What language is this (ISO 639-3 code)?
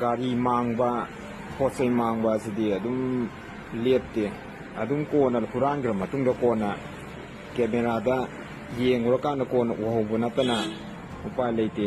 mni